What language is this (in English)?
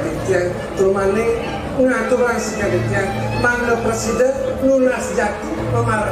Balinese